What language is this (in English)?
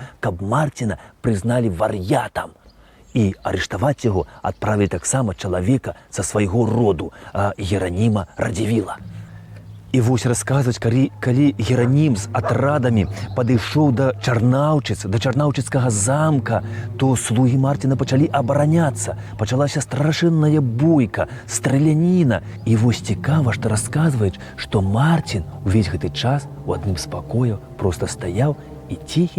Belarusian